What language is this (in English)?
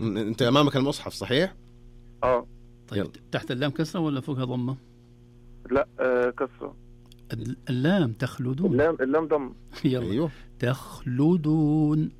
Najdi Arabic